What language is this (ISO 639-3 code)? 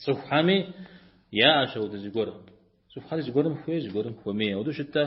kbd